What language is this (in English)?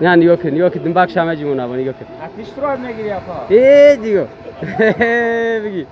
Tajik